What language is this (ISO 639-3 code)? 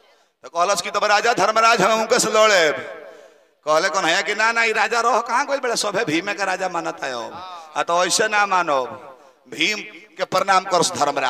bho